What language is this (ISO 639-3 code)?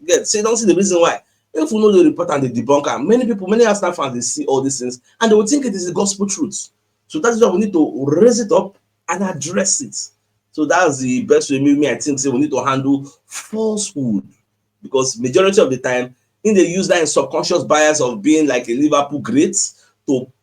pcm